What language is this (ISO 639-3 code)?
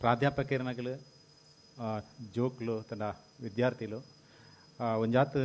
tcy